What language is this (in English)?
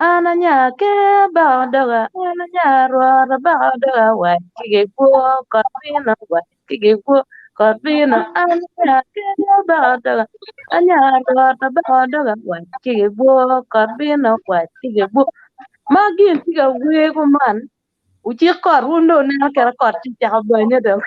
Acoli